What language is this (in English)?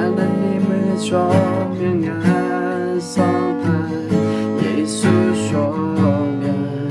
Akha